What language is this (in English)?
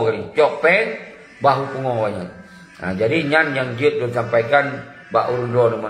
Achinese